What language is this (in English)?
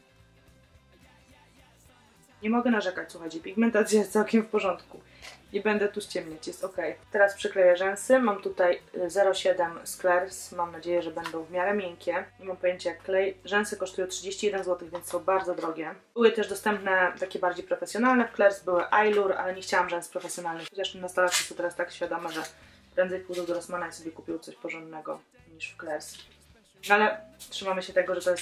Polish